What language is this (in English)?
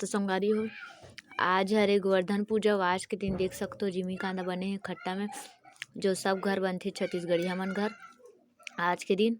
Chhattisgarhi